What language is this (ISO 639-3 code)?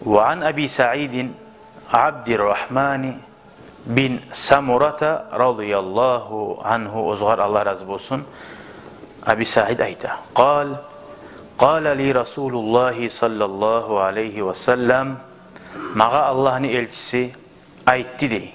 kum